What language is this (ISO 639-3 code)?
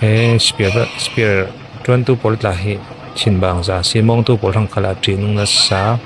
cfm